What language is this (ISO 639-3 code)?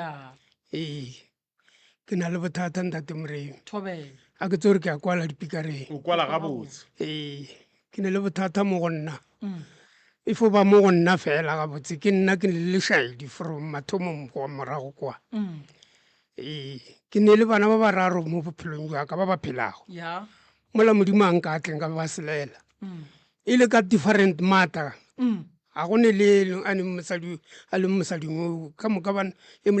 nso